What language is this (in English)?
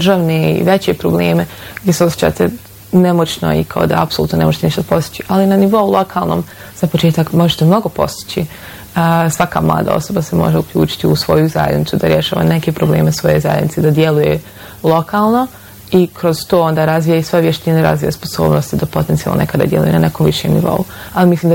Bosnian